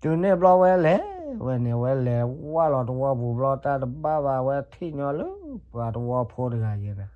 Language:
S'gaw Karen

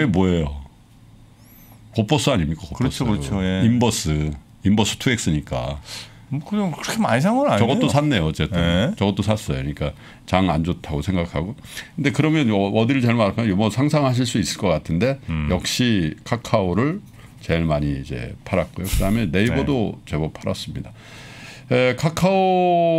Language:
Korean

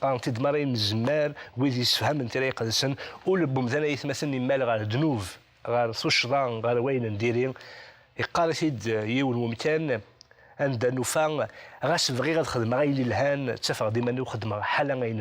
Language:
Kabyle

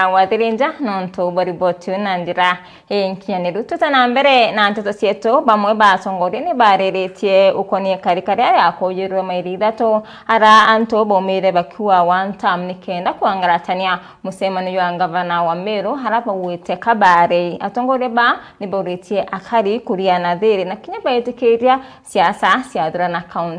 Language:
Meru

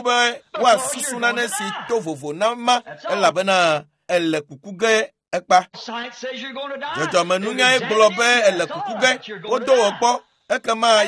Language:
Ewe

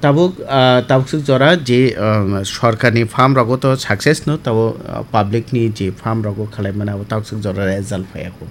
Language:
Kok Borok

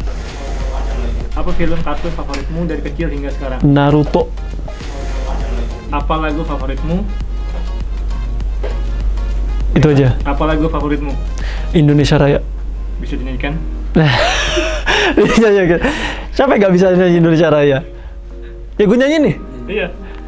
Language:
Indonesian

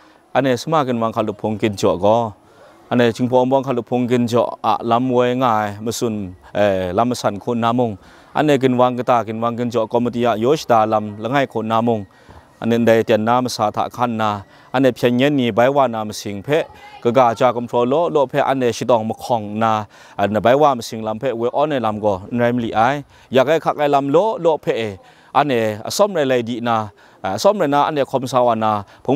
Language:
Kachin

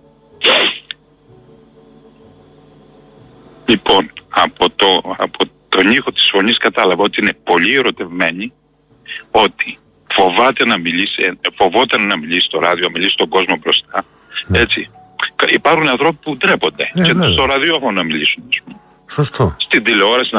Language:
Greek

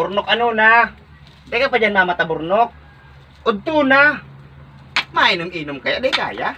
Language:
Bikol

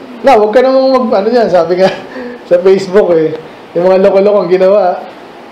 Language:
Filipino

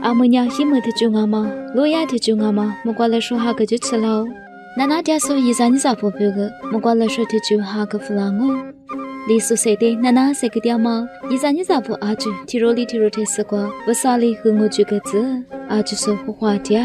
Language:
Lisu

